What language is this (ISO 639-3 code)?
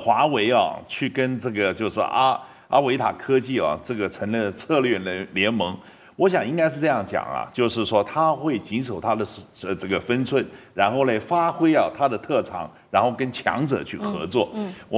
zho